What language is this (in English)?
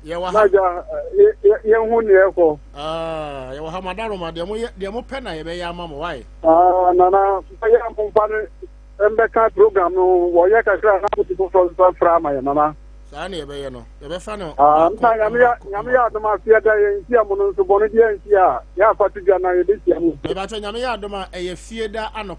Akan